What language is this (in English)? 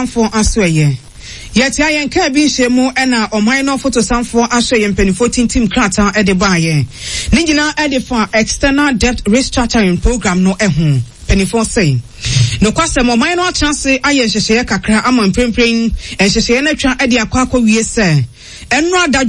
Akan